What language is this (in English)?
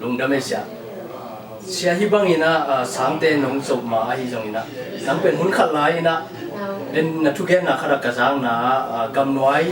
Tedim Chin